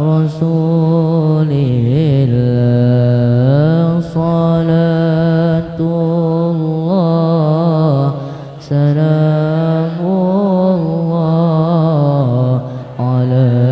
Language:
Banjar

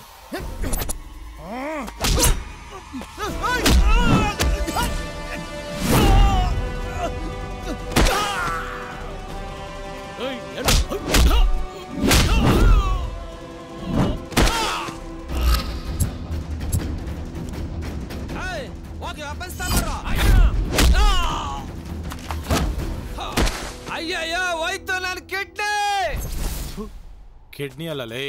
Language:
Kannada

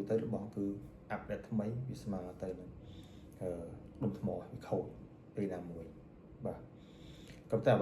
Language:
Khmer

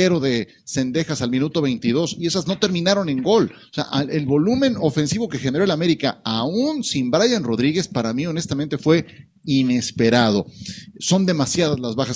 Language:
Spanish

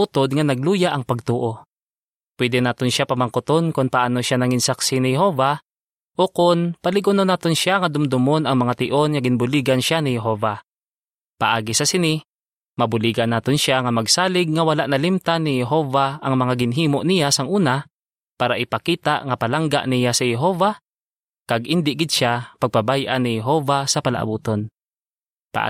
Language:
Hiligaynon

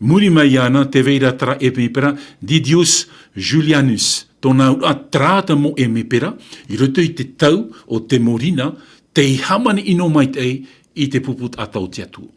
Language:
Tahitian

